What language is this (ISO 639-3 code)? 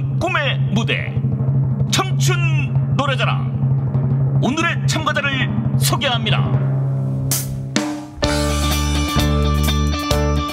kor